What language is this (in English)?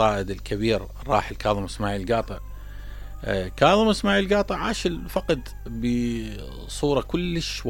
Mesopotamian Arabic